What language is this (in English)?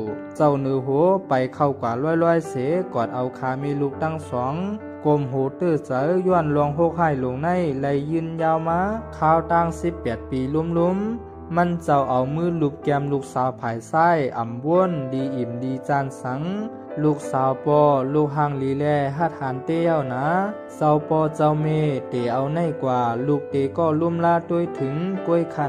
Shan